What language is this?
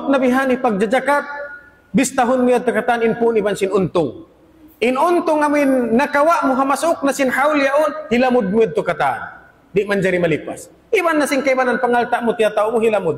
Tausug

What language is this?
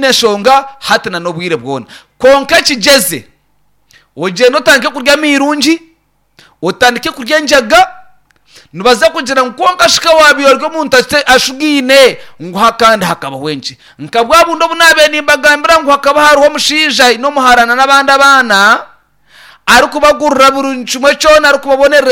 Nyankole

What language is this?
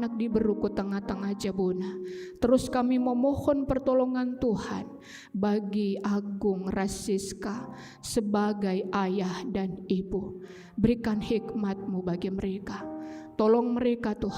Batak Karo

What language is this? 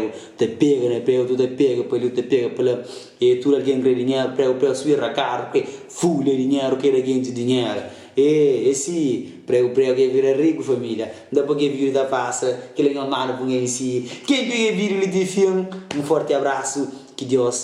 Kabuverdianu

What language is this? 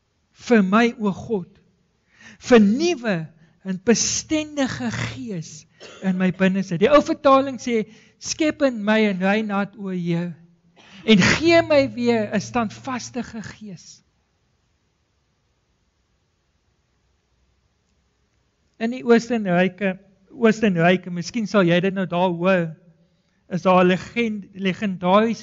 Afrikaans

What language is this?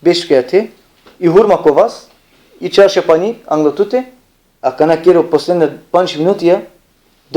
Balkan Romani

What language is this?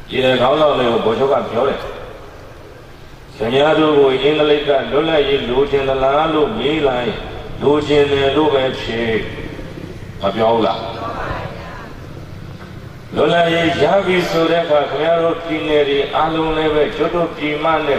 Burmese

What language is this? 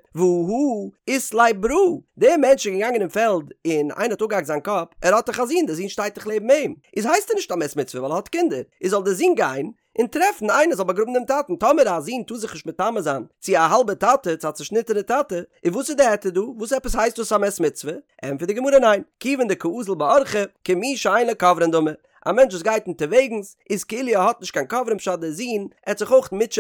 Yiddish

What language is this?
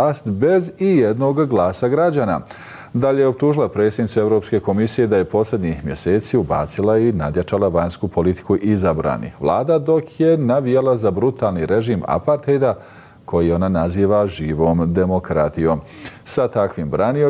Bosnian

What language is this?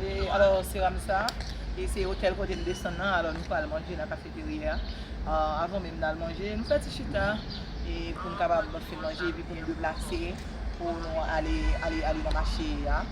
Haitian Creole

